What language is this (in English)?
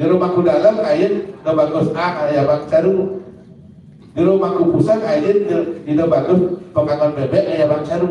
Balinese